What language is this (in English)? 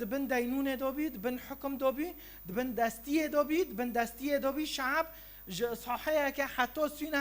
Kurdish